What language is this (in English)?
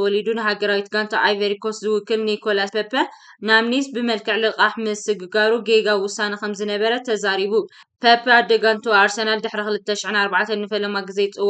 Tigrinya